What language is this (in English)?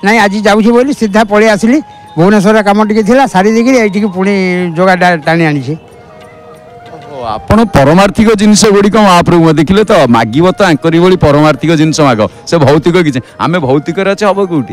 Odia